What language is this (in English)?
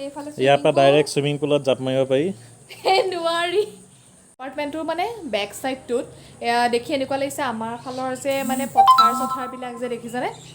Assamese